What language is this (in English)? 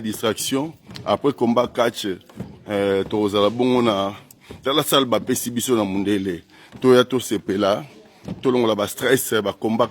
Lingala